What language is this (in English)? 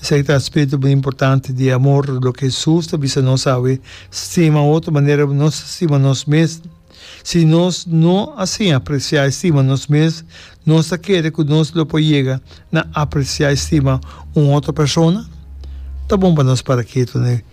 Papiamento